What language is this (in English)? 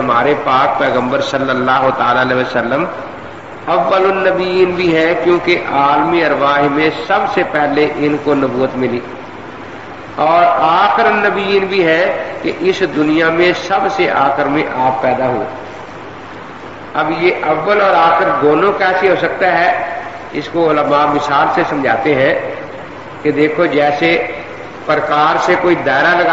Urdu